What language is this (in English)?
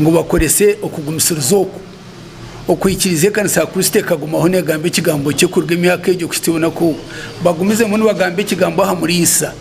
Nyankole